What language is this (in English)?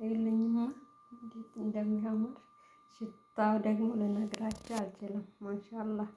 Amharic